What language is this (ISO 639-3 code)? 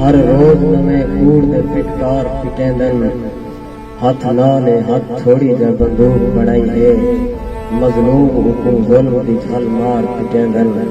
skr